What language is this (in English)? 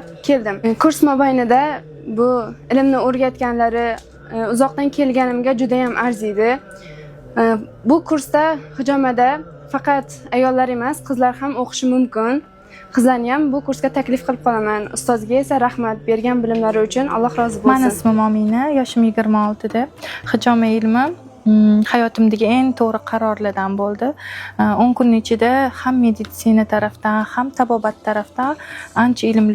Uzbek